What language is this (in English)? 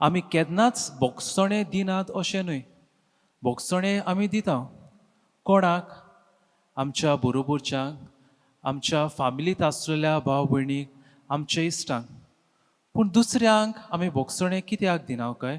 Konkani